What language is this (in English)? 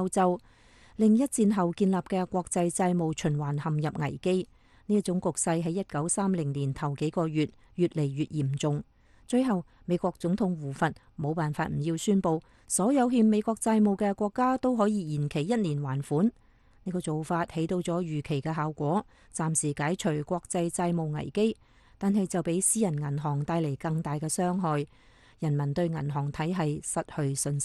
Cantonese